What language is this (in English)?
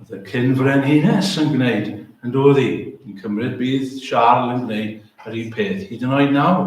Welsh